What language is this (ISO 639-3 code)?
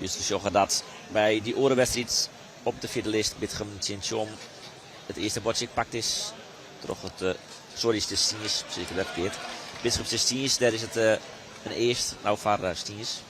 fry